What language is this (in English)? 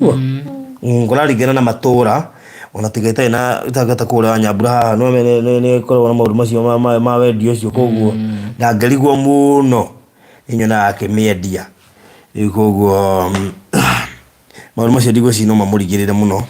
Kikuyu